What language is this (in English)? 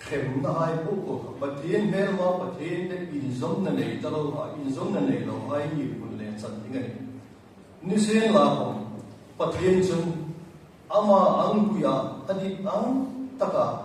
Hmar